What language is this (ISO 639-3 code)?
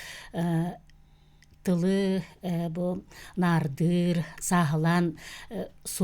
sah